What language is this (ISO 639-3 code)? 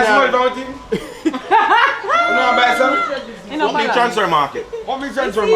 jam